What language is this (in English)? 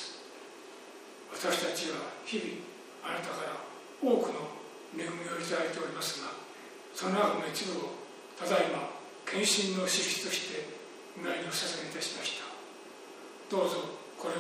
Japanese